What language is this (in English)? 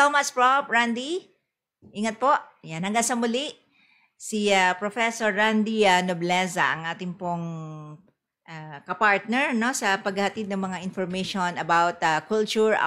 Filipino